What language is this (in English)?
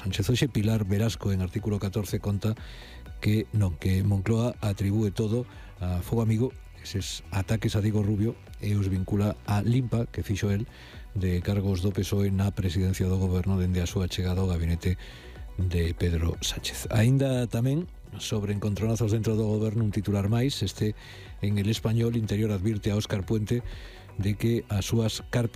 Galician